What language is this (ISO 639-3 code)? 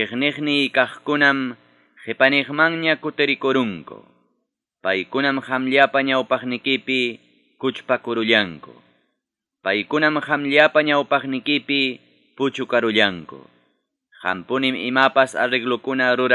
quy